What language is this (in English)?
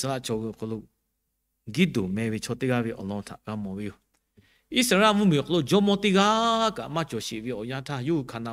Lahu